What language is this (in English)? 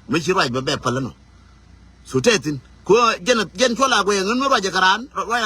Nuer